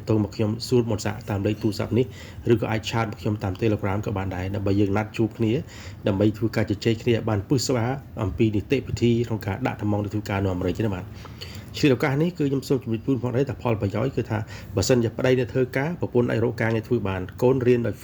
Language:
Khmer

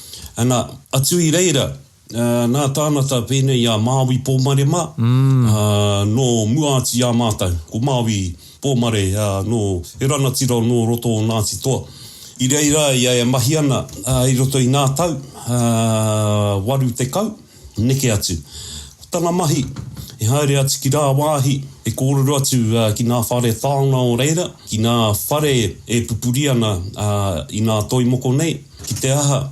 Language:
Māori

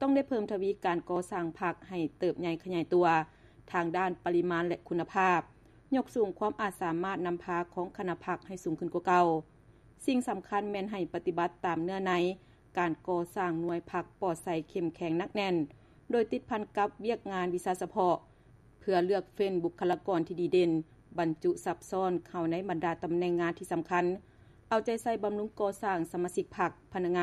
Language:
Lao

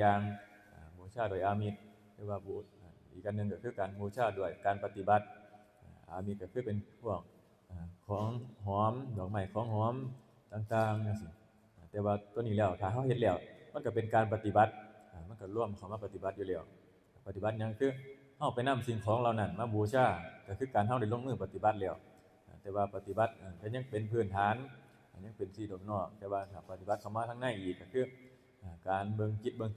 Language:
Northeastern Thai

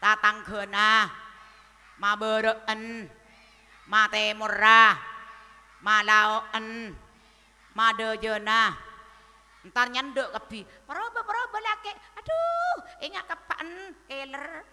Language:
Madurese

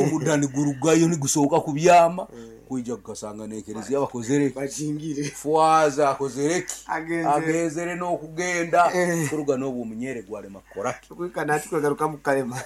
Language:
Nyankole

